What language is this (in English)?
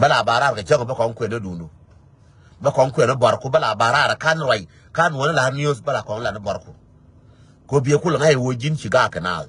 Nuer